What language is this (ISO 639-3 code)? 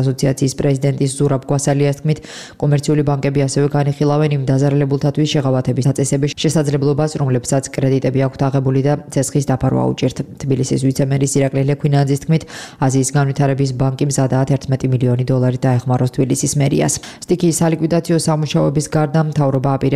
kat